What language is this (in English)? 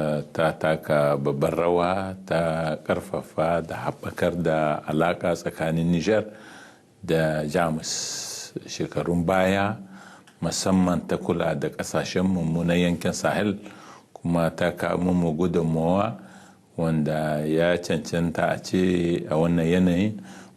Hausa